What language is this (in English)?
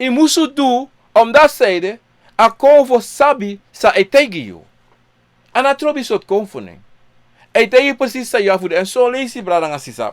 Sranan Tongo